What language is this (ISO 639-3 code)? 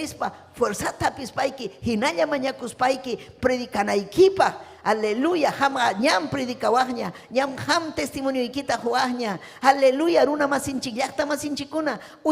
quy